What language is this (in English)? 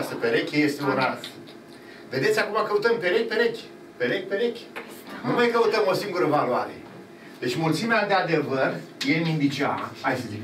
Romanian